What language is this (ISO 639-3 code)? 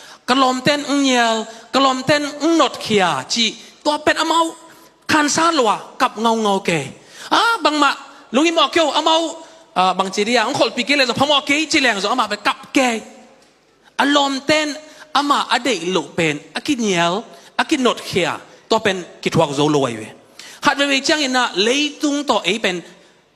ctd